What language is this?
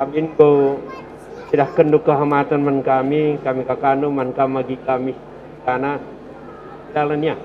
Batak Karo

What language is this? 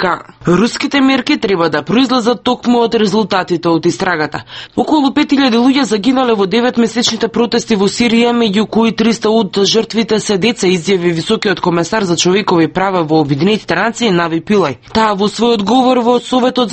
Macedonian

